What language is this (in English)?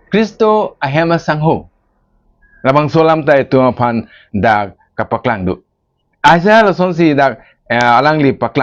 Karbi